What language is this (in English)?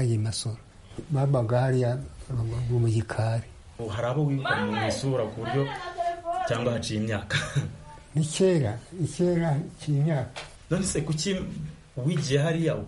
Kinyarwanda